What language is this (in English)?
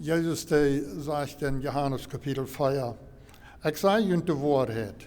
Plautdietsch